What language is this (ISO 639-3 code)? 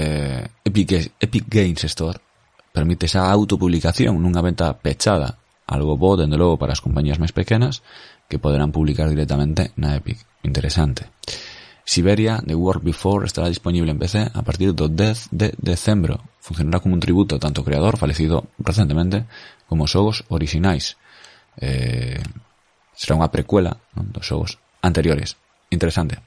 glg